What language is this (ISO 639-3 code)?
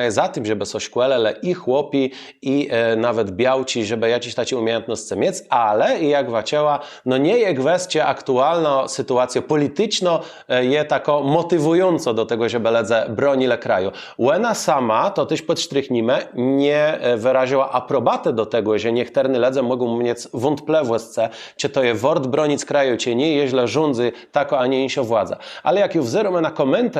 csb